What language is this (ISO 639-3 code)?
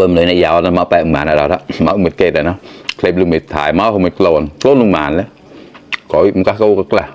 mnw